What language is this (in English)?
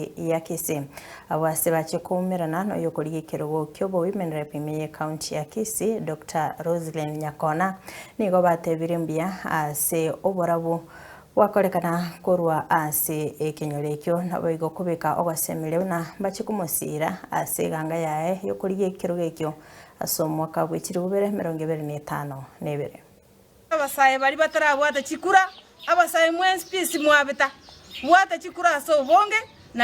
Gusii